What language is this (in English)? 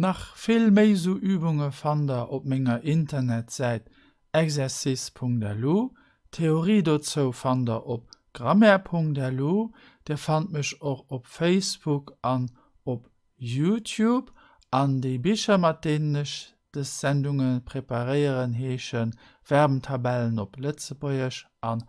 Luxembourgish